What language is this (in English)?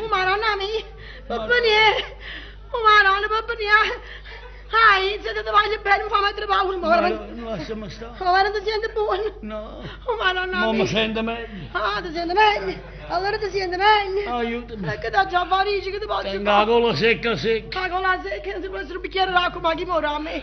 Neapolitan